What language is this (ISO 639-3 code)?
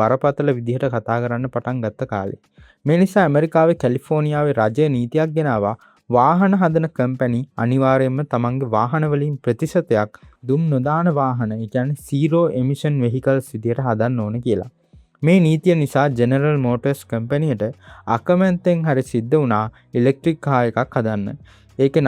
sin